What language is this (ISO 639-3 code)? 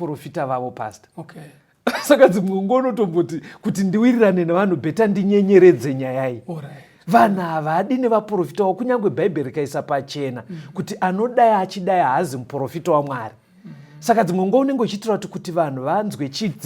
sna